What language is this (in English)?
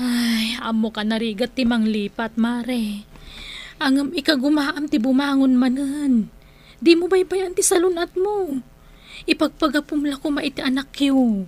Iloko